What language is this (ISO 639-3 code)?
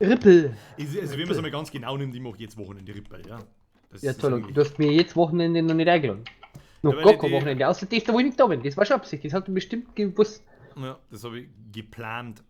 bar